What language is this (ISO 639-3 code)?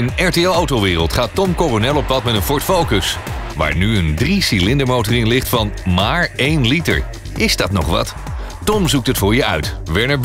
nld